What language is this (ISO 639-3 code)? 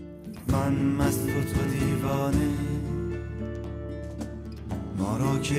fas